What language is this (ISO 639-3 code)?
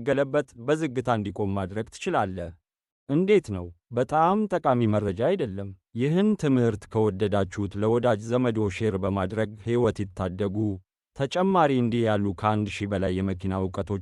amh